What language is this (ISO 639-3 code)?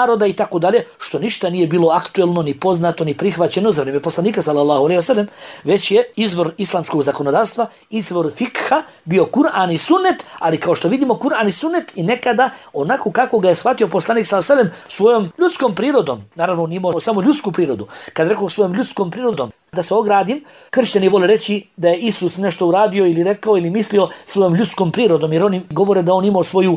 bos